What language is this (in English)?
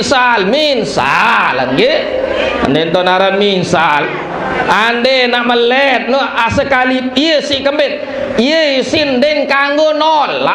Sasak